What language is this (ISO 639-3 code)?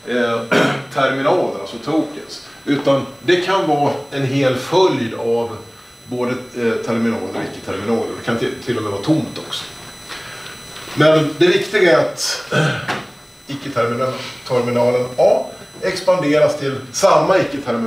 swe